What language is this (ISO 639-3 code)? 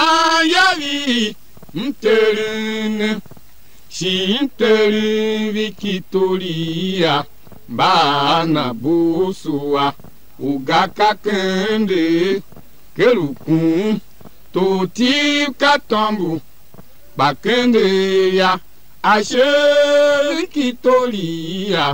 tiv